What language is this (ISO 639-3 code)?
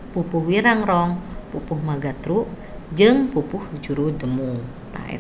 sun